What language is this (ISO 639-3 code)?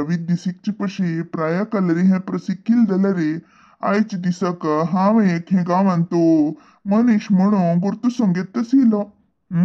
kok